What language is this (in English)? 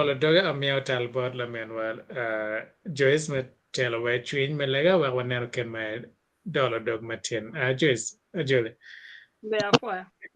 Acoli